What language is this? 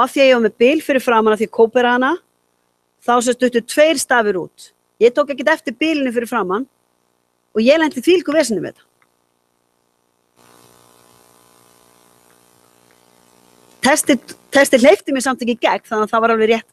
Icelandic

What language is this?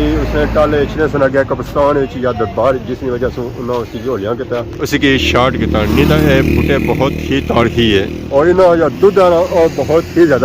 Pahari-Potwari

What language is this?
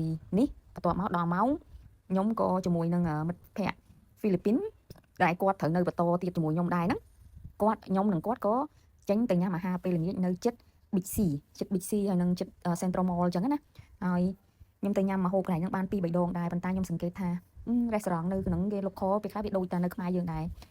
Khmer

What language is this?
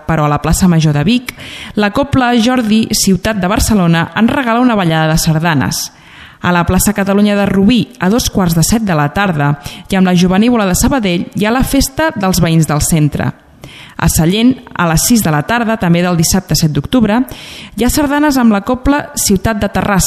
Catalan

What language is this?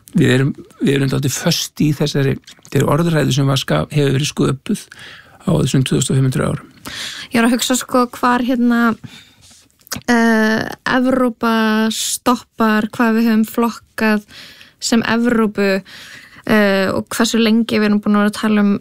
Icelandic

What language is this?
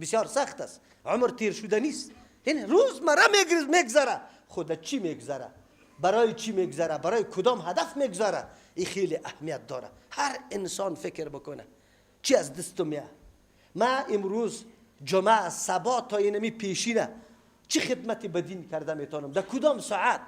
Persian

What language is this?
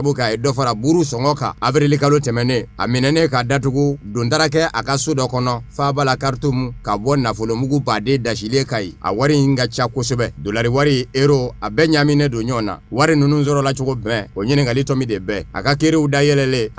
Bambara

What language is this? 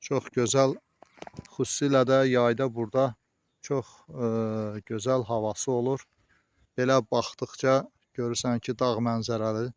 Azerbaijani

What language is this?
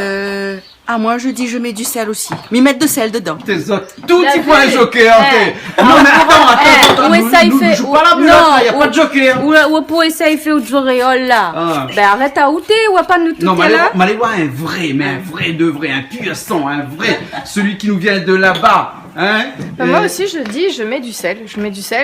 Réunion Creole French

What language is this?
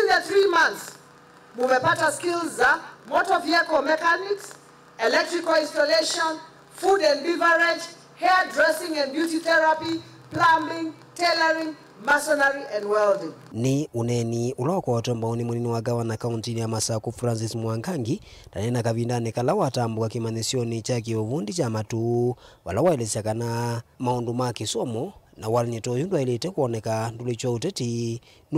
Kamba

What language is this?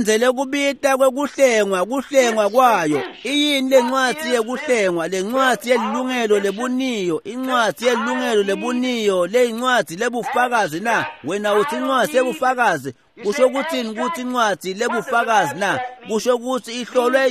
Swati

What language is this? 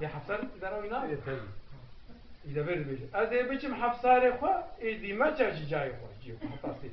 Kurdish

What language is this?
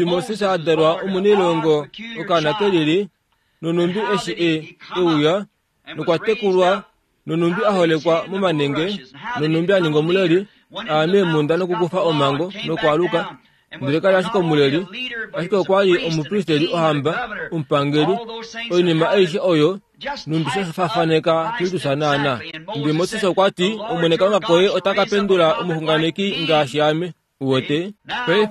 Kuanyama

